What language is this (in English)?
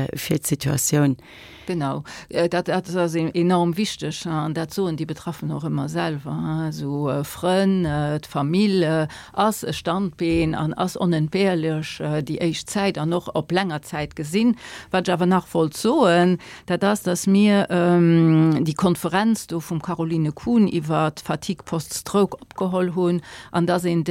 Luxembourgish